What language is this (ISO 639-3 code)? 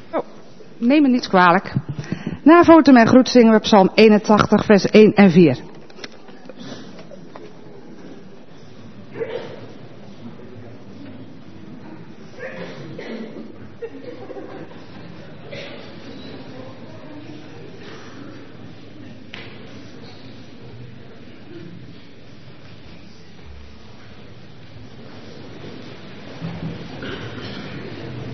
nld